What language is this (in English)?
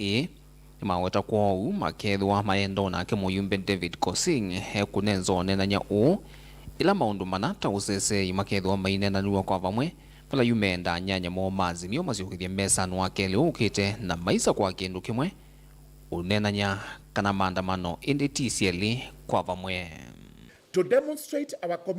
Kamba